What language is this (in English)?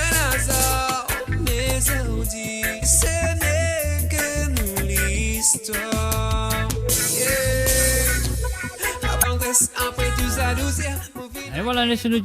Morisyen